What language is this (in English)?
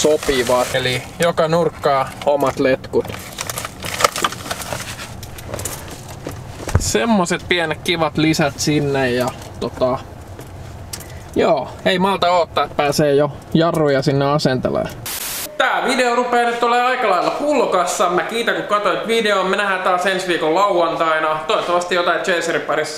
Finnish